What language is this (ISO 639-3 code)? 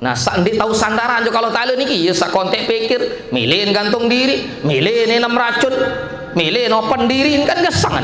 sas